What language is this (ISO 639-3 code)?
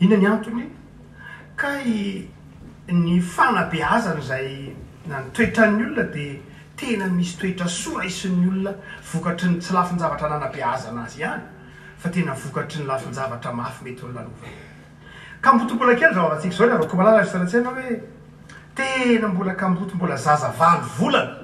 mlg